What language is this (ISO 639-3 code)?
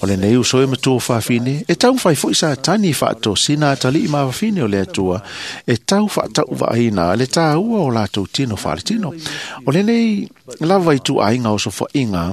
smo